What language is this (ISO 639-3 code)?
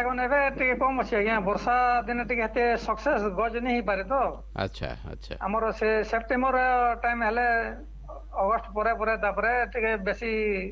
ori